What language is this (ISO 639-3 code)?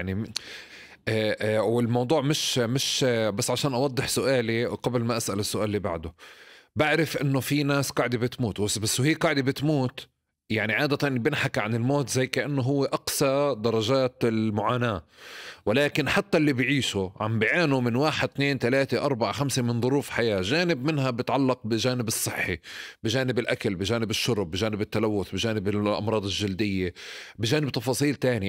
apc